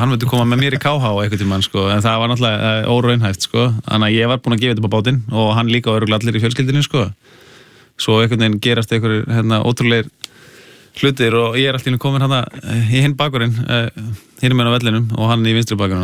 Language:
Icelandic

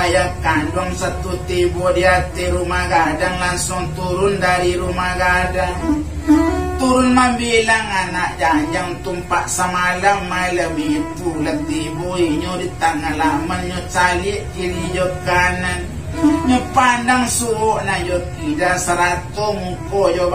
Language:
Minangkabau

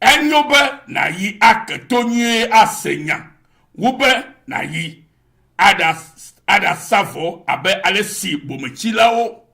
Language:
Ewe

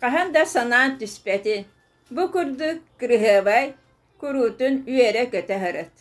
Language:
Yakut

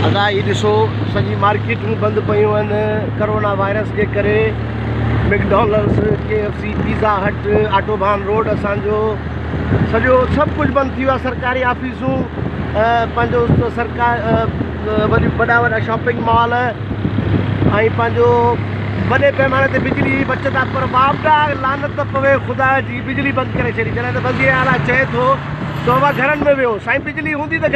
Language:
Sindhi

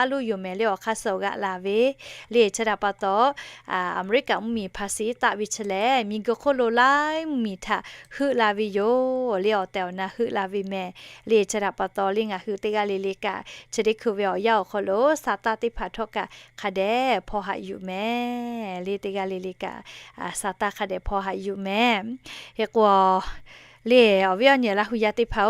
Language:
Lahu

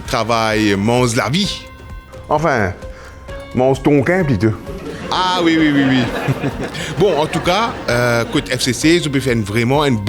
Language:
Morisyen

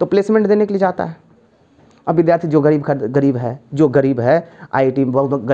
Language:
Hindi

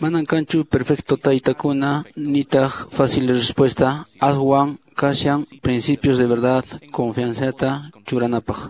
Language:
Quechua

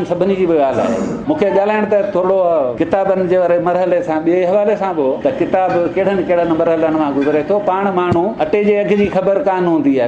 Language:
Sindhi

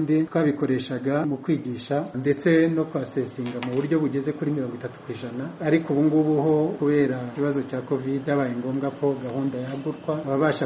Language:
Kinyarwanda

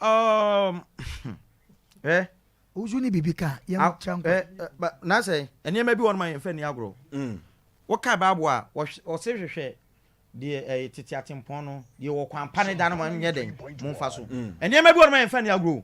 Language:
Akan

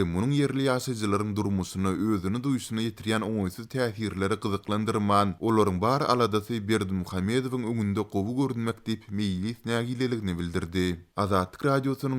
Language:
Turkmen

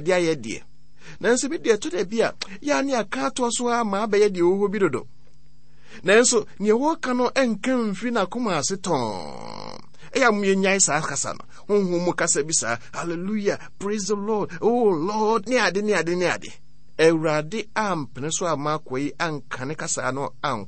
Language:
Akan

